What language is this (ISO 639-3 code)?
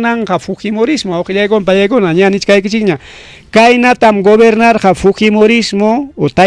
quy